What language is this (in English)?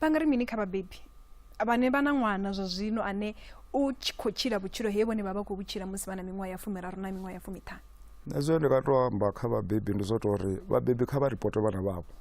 Venda